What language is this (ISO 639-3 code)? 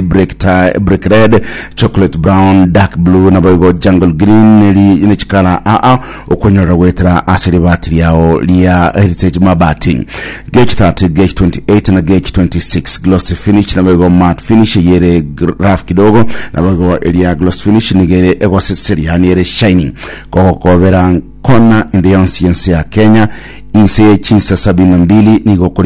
guz